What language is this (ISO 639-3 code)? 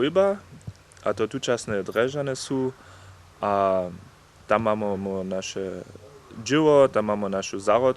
hsb